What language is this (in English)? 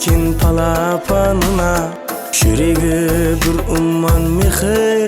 Kara-Kalpak